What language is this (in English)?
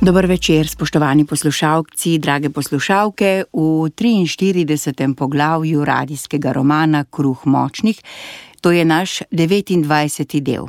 Slovenian